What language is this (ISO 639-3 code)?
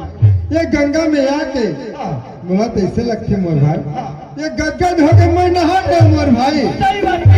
hne